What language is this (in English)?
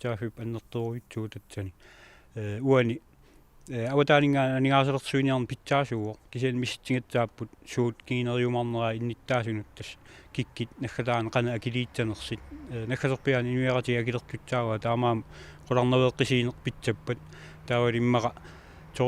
Kalaallisut